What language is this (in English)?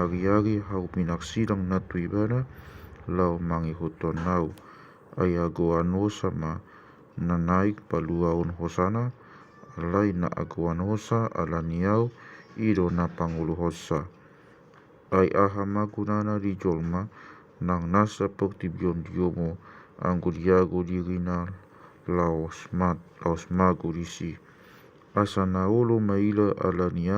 Batak Toba